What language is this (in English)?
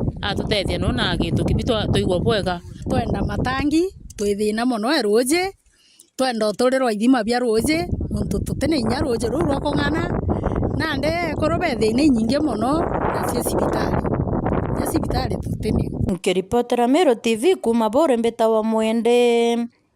Meru